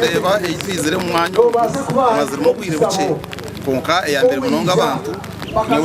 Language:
Nyankole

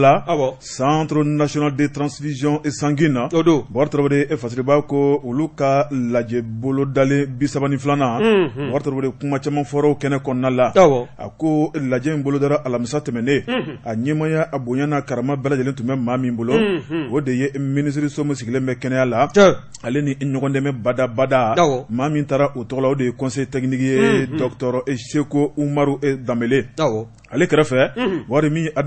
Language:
Bambara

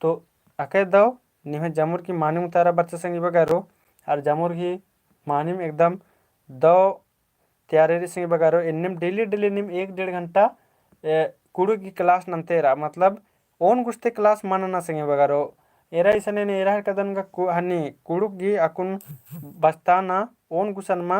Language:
Kurukh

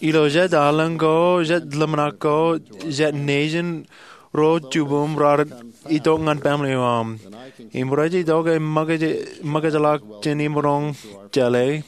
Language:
Marshallese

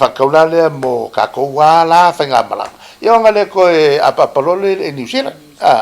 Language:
Samoan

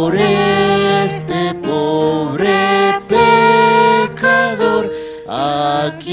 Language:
Aymara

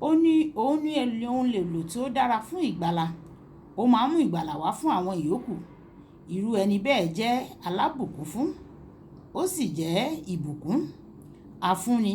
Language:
Yoruba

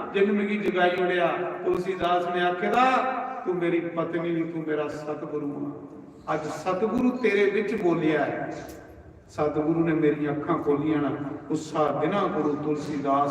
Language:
Dogri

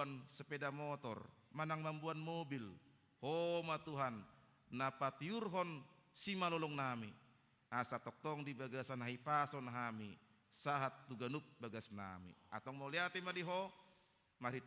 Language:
Batak Toba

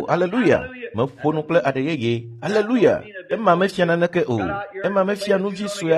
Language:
Ewe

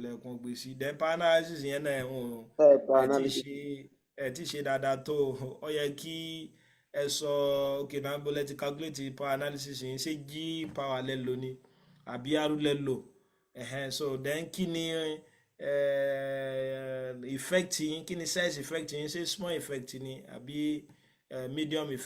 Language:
Yoruba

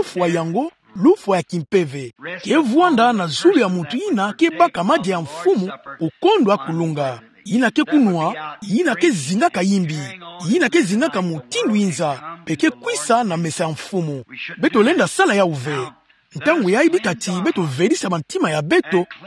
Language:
Kituba (Democratic Republic of Congo)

